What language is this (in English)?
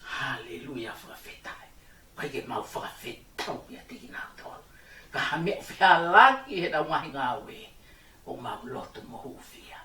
Tongan